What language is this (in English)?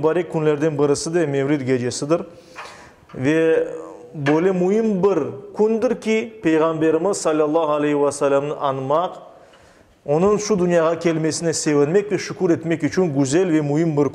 Crimean Tatar